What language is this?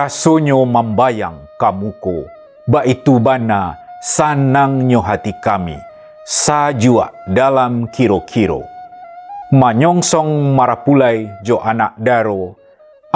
Minangkabau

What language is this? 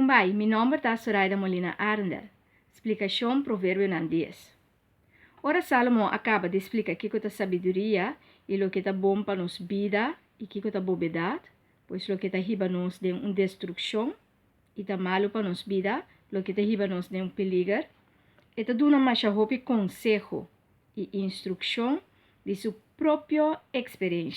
Papiamento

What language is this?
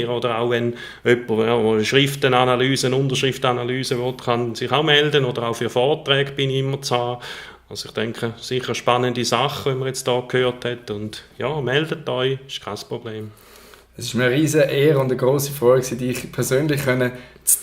Swiss German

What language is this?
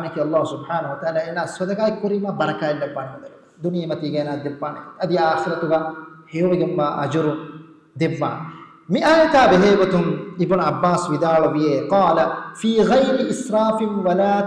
Divehi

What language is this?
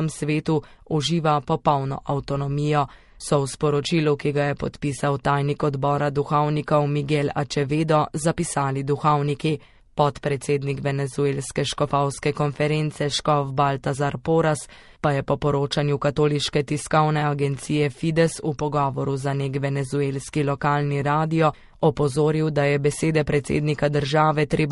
Slovenian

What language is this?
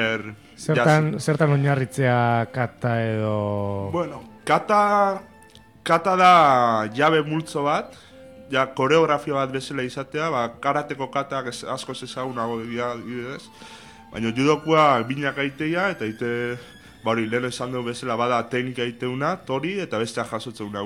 Basque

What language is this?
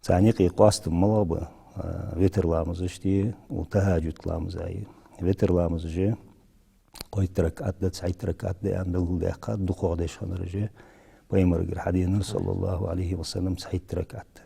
Ingush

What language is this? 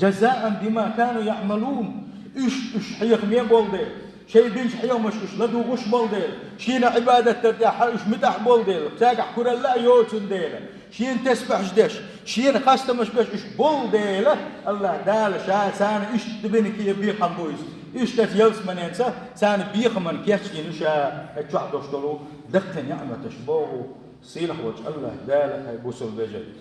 Chechen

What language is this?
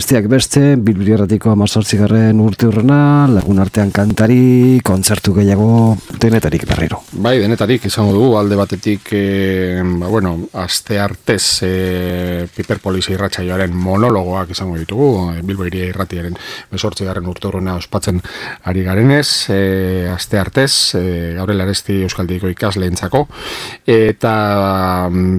Basque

